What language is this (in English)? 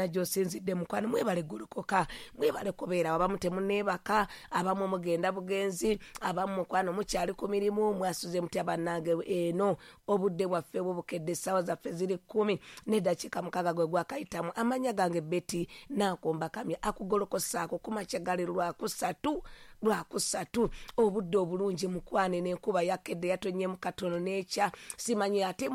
Ganda